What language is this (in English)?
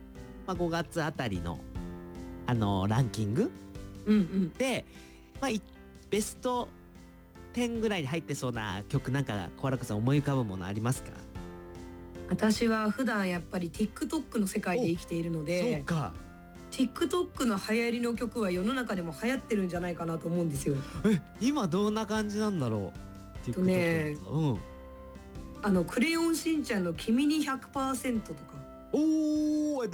Japanese